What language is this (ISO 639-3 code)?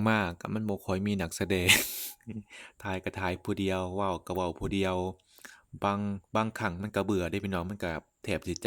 lao